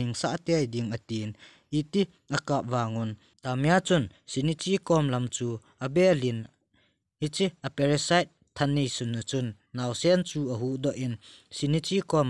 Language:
Thado Chin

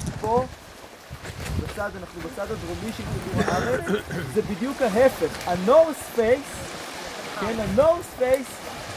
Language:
Hebrew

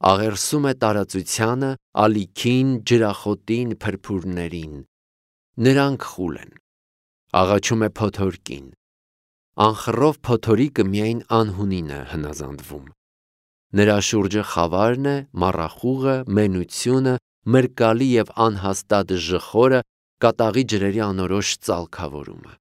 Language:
Armenian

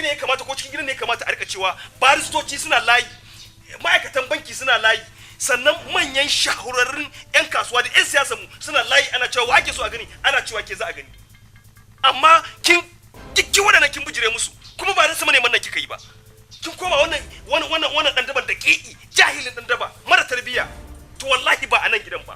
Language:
Hausa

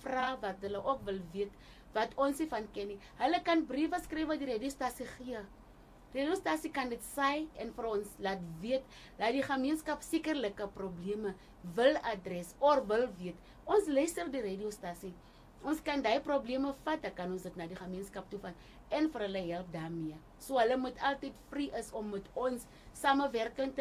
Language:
Afrikaans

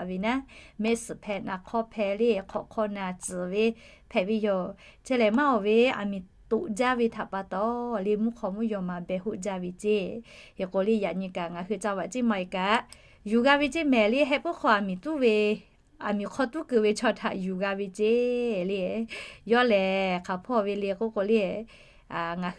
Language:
Lahu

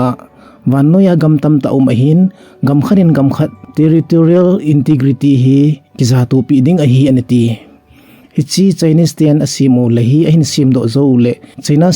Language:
Thado Chin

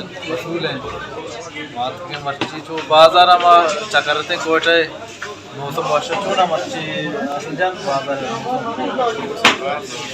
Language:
Baluchi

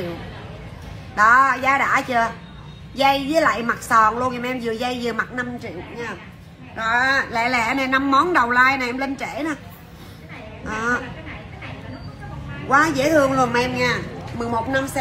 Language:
Vietnamese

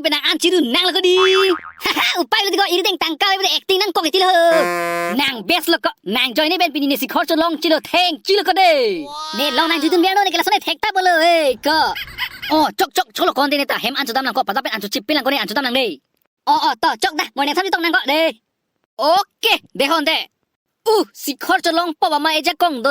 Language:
Karbi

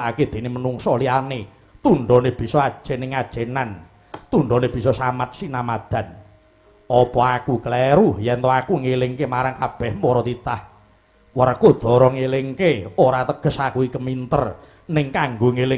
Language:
Javanese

